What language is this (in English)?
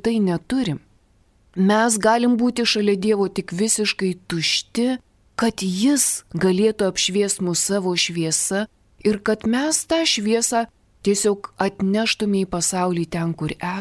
Lithuanian